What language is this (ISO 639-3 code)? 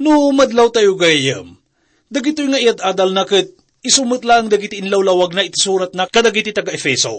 ilo